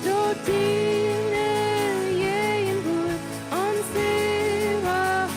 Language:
Plautdietsch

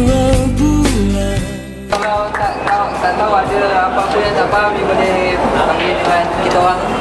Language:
Malay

